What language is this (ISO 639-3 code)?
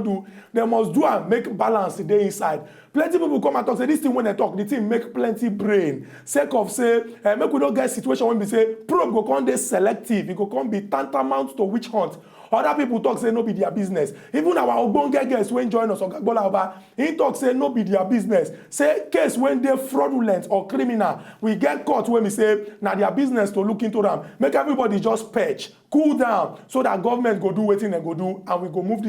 pcm